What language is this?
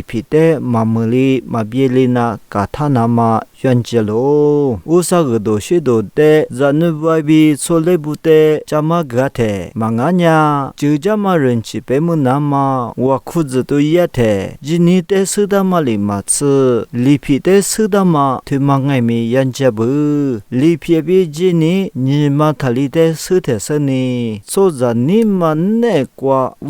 Lisu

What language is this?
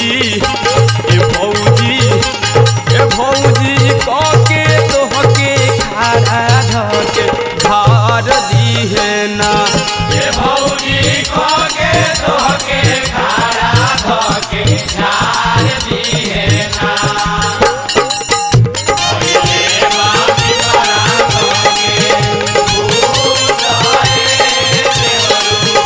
Bhojpuri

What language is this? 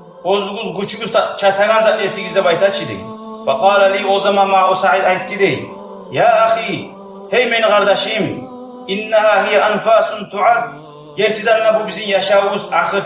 Kumyk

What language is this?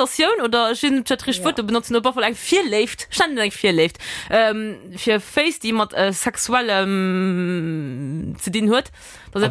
Luxembourgish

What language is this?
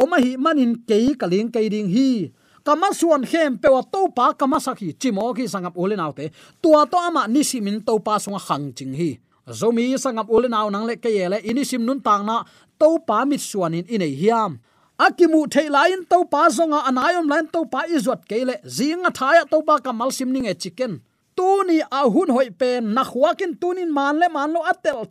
Tedim Chin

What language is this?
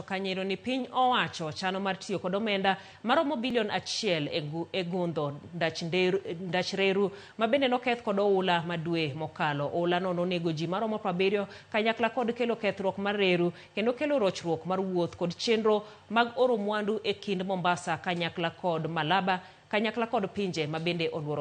Luo (Kenya and Tanzania)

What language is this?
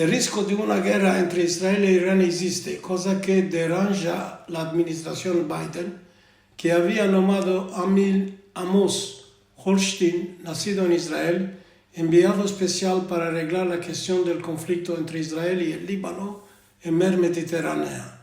Ladino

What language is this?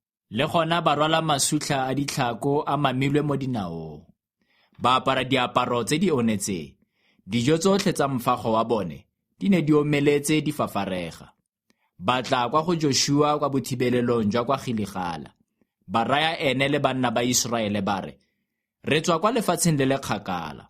Tswana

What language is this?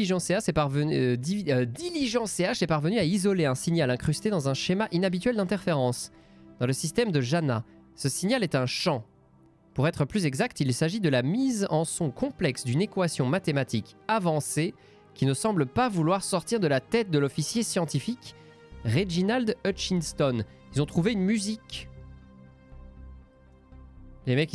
French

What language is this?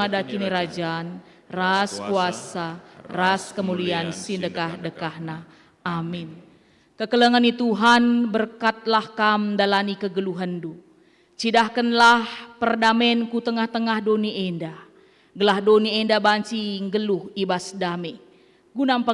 Batak Karo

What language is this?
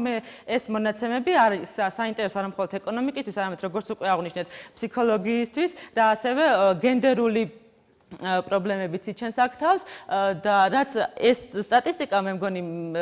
Georgian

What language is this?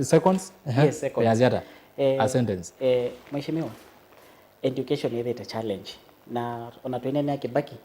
Kamba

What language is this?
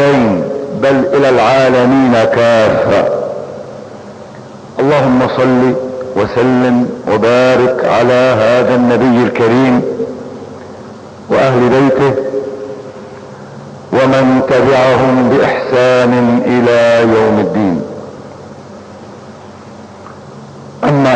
Arabic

